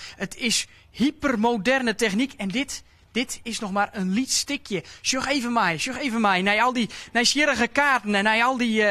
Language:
Western Frisian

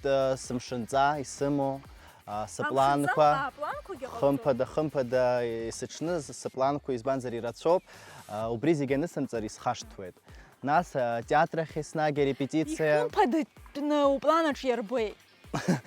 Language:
Abkhazian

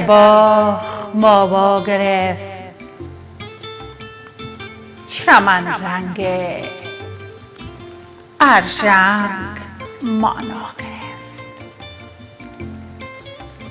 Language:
Persian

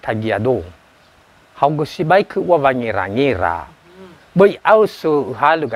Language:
Nias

